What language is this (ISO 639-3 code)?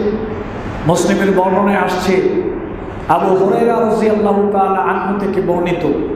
ben